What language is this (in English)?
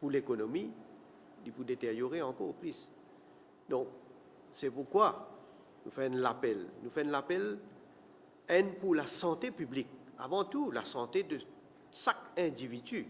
Morisyen